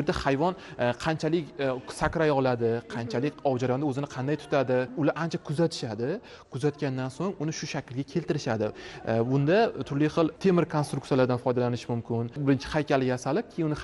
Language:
Uzbek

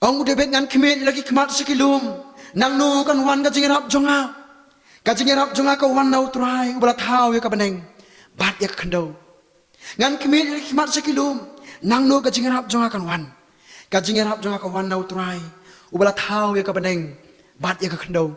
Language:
Khasi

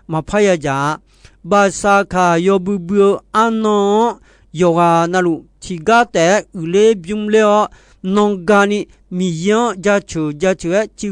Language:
Akha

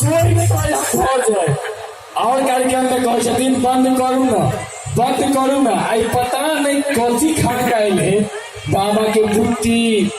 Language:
Maithili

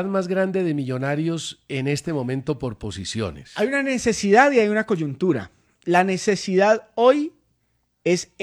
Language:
Spanish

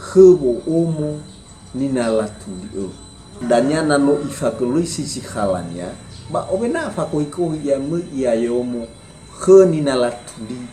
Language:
Nias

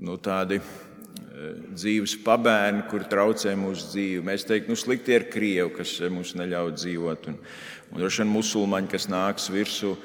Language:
Latvian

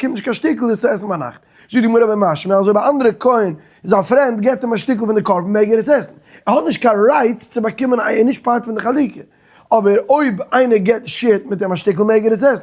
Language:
Yiddish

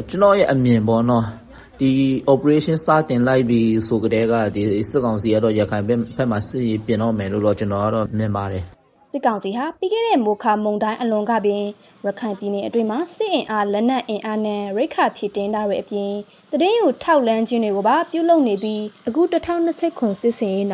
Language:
Burmese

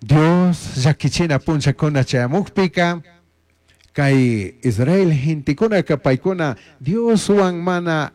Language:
Chimborazo Highland Quichua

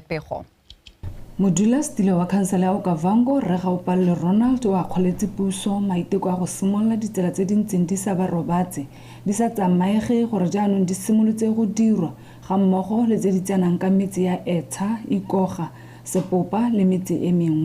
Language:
Tswana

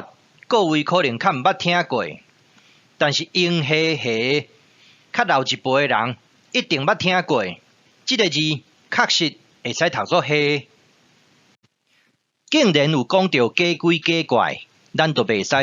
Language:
Min Nan Chinese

